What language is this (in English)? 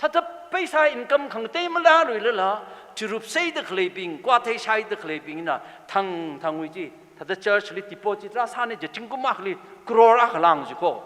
Tangkhul Naga (India)